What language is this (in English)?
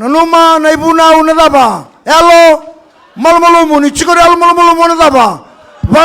Fijian